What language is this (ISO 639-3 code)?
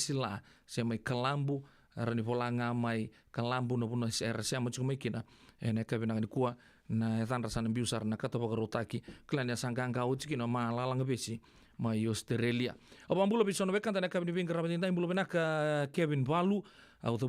fij